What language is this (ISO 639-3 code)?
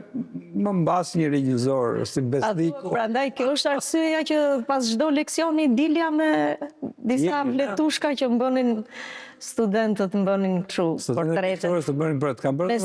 sqi